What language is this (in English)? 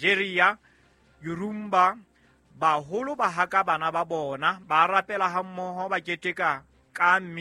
Southern Sotho